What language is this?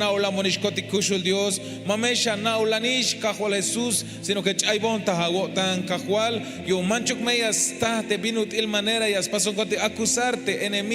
Tzeltal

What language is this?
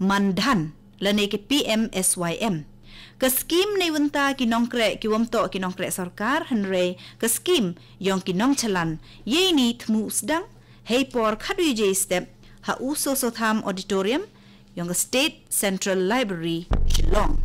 Khasi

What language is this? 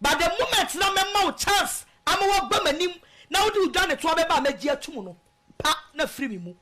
Akan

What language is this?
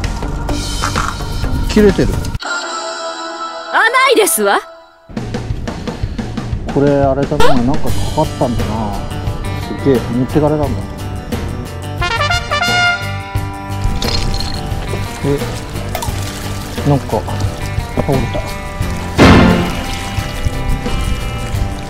Japanese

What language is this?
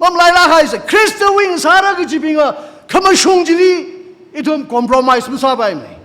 Tangkhul Naga (India)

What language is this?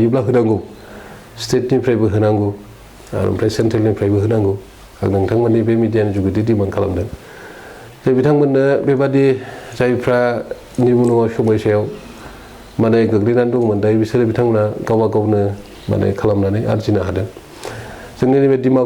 Bodo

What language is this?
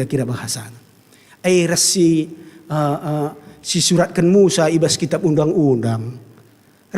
Batak Karo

